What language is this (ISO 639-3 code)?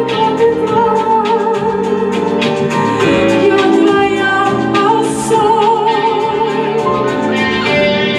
rus